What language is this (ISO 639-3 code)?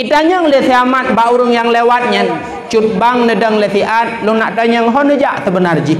ace